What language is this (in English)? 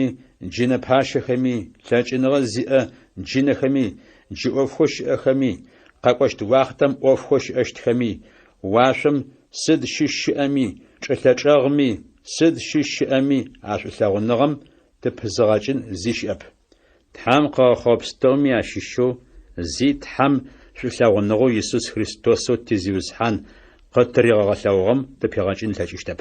Adyghe